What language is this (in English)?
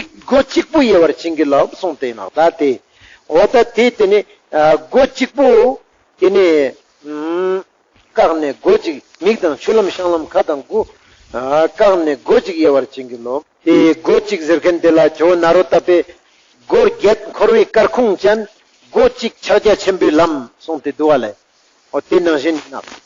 Ladakhi